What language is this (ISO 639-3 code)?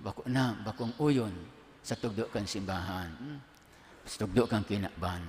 bik